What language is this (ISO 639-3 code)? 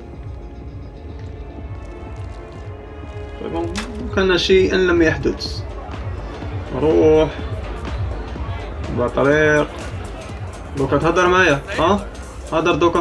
arq